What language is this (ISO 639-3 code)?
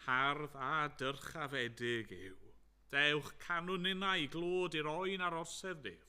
cym